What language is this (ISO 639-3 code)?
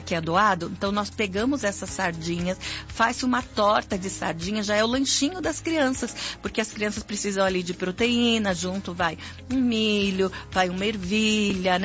por